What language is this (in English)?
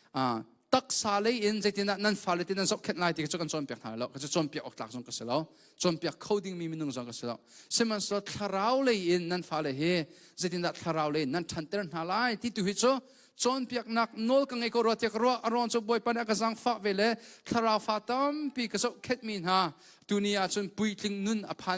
Hakha Chin